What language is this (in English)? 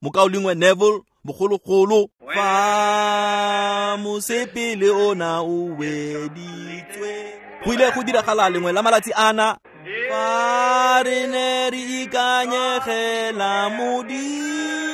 Tswana